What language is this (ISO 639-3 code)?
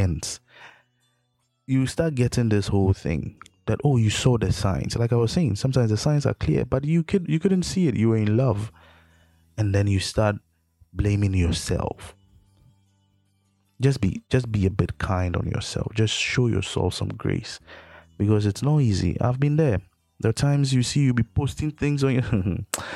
eng